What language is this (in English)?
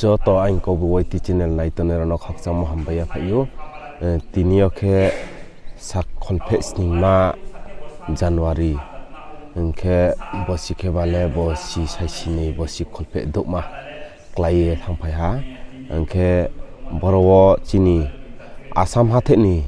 Riang (India)